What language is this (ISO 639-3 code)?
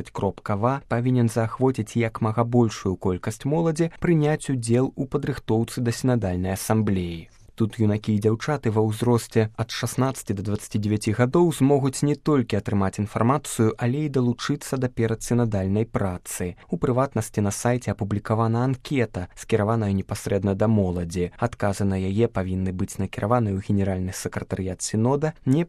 bel